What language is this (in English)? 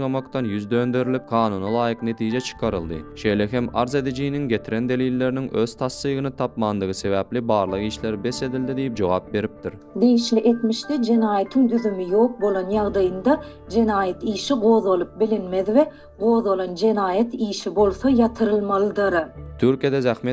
Turkmen